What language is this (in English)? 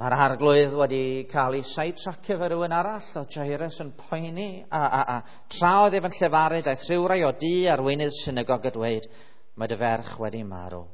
Welsh